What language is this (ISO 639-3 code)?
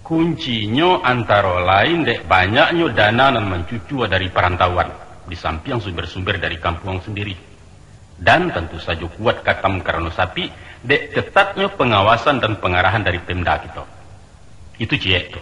min